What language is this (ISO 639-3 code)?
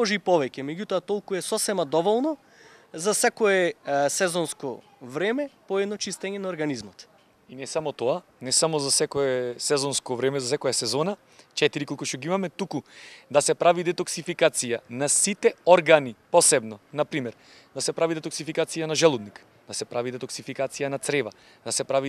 mkd